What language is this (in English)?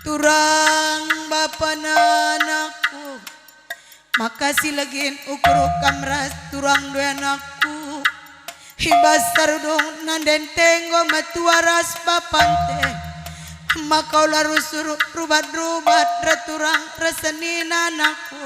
Batak Karo